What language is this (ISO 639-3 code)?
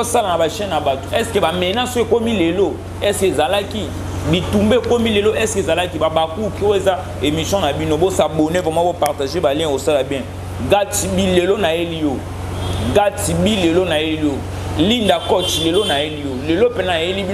lin